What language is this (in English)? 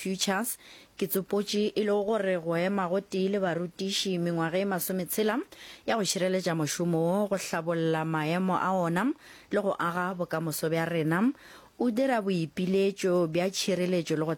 Northern Sotho